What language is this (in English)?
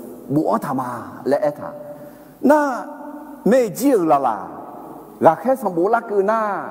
Akha